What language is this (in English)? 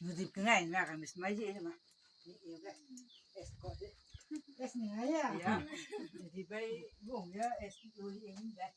Naga Pidgin